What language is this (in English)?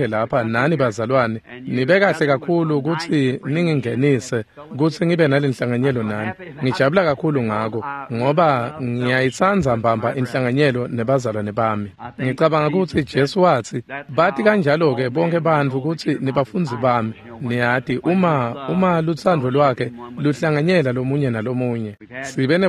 Swati